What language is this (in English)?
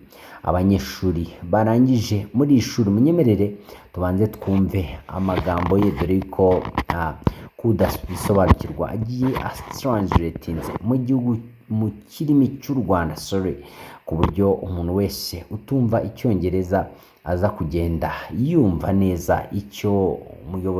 Kinyarwanda